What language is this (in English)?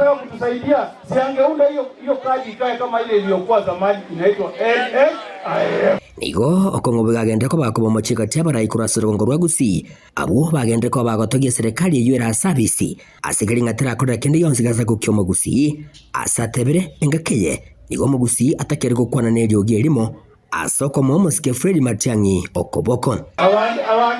Gusii